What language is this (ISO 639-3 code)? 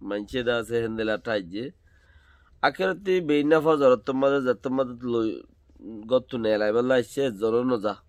rhg